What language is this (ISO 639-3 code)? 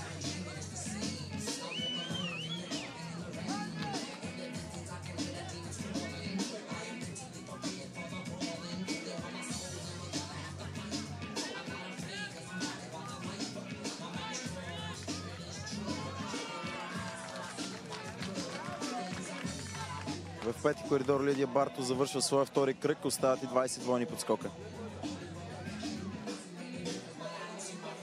bul